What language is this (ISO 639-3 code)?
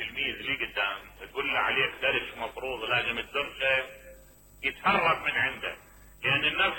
acm